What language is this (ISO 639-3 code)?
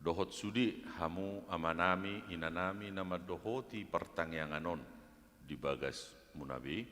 bbc